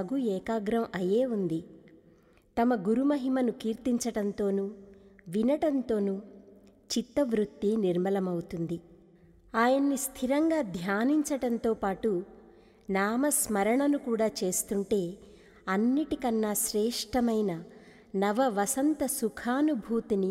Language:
Telugu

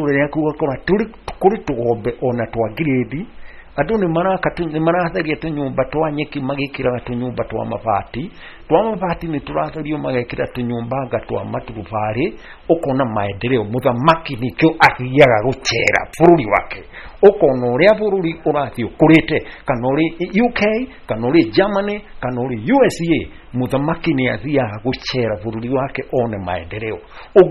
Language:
Kikuyu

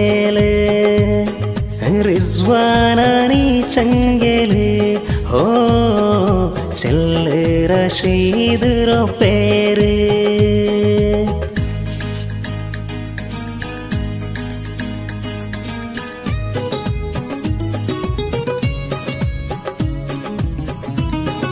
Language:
Malayalam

